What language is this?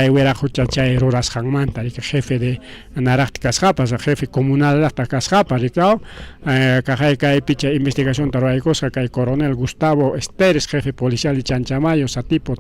Ayacucho Quechua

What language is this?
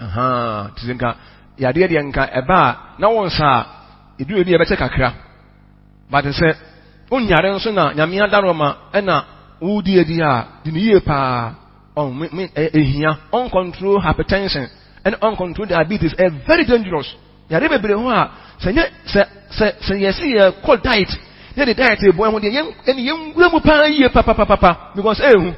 Akan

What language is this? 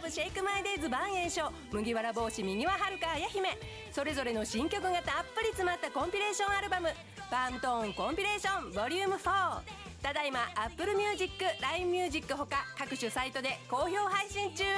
Japanese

